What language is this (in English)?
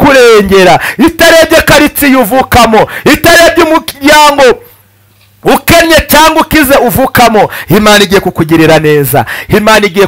Kinyarwanda